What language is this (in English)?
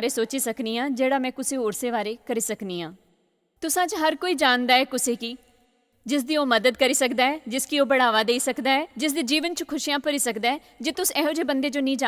Dogri